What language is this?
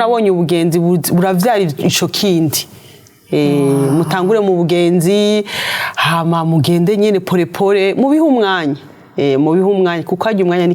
Rundi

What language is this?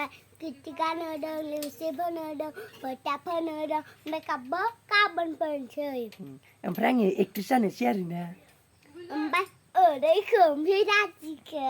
Bodo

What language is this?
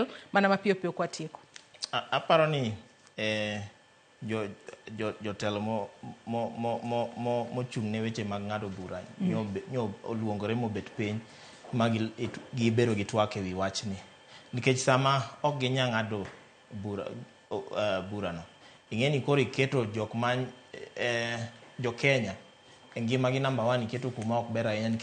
Luo (Kenya and Tanzania)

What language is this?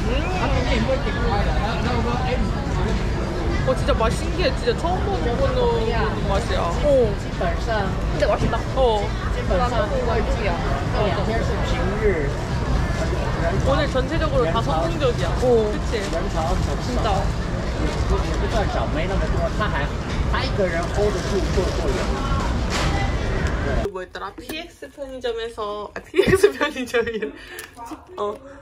Korean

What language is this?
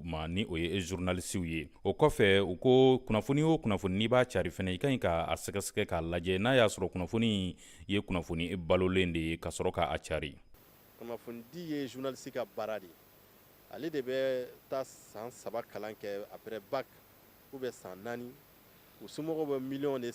Bambara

